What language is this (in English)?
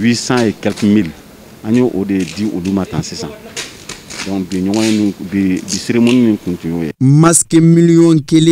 Bambara